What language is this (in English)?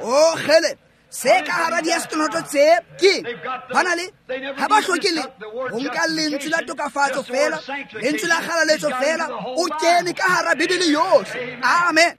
Tswana